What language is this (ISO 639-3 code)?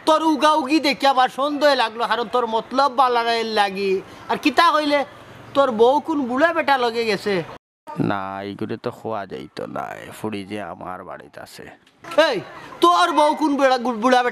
syl